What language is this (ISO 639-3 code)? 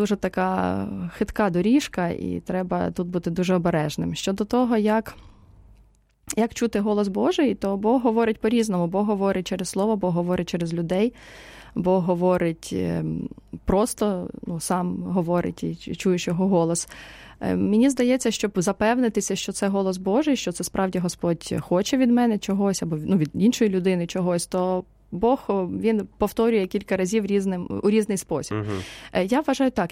ukr